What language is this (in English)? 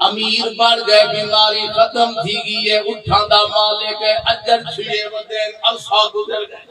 Saraiki